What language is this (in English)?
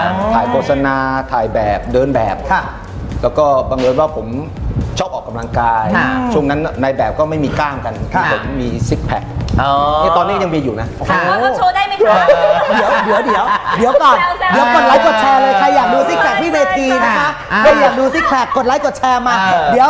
Thai